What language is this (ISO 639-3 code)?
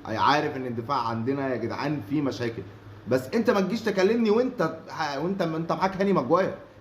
arz